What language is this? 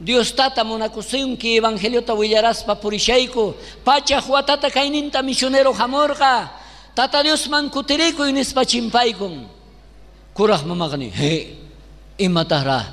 South Bolivian Quechua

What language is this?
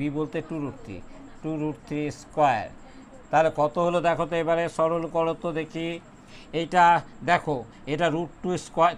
Bangla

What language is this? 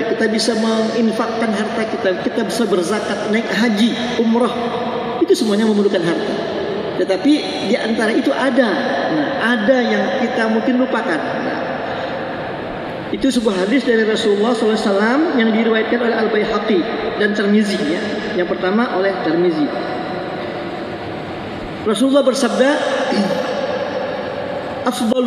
Indonesian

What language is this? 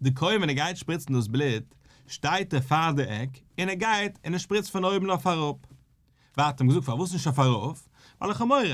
Yiddish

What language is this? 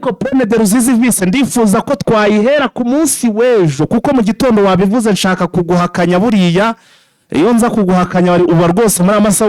Kinyarwanda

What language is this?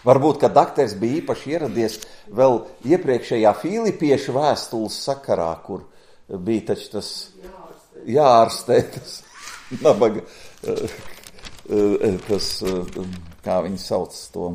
Latvian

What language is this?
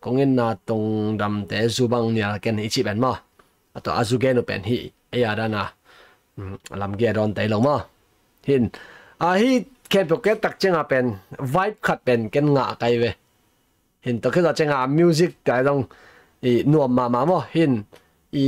Tedim Chin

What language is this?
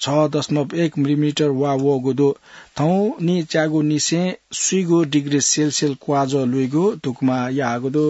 Newari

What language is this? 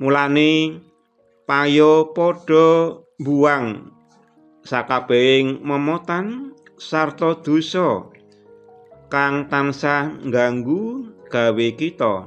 Javanese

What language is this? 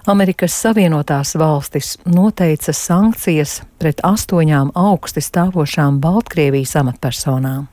Latvian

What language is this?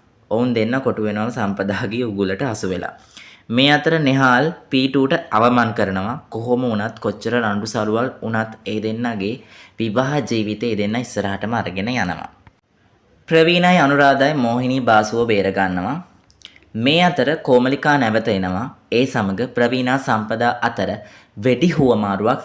Sinhala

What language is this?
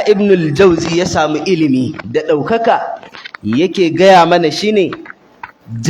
Hausa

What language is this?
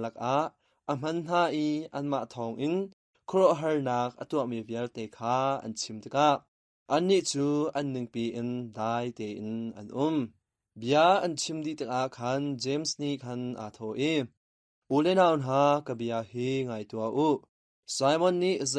Hakha Chin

